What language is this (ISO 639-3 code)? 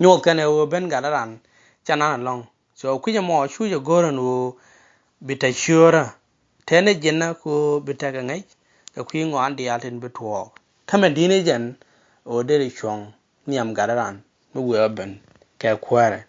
nus